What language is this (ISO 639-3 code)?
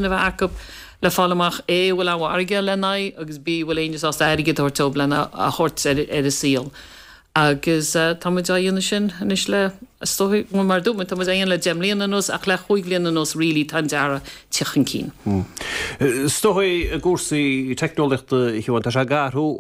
gle